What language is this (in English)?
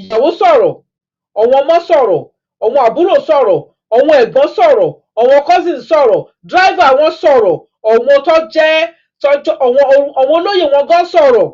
Yoruba